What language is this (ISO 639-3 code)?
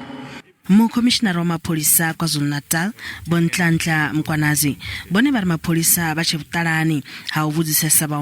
ven